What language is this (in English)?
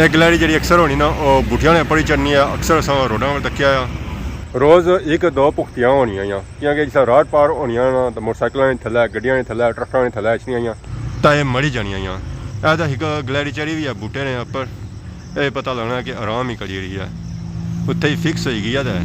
Pahari-Potwari